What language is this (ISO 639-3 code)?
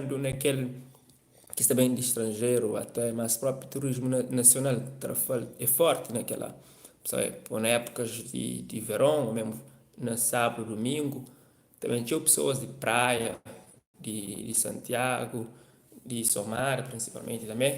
kea